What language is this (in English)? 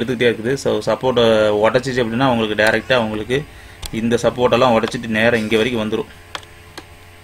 Tamil